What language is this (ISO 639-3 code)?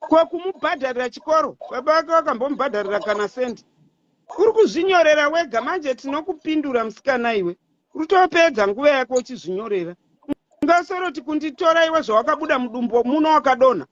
sna